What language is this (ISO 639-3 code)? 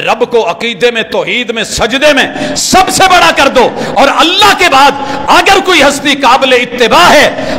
urd